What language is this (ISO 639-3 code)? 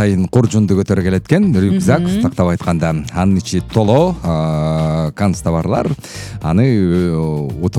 kir